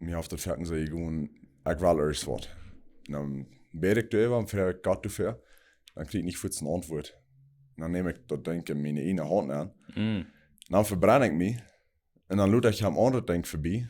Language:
Plautdietsch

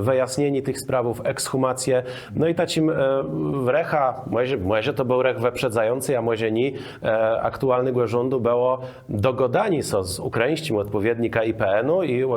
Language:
Kashubian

